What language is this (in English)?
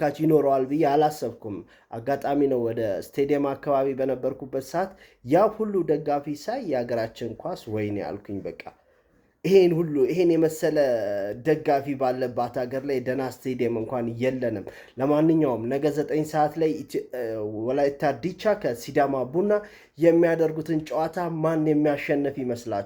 Amharic